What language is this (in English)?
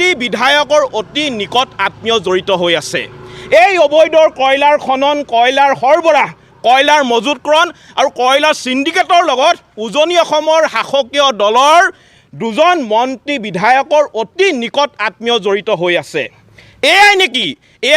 Assamese